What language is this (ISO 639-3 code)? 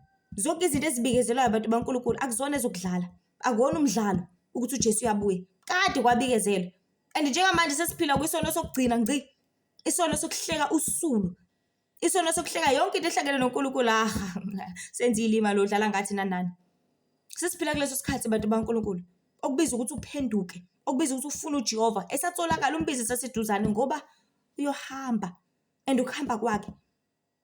zul